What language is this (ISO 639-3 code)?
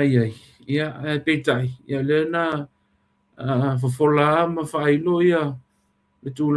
smo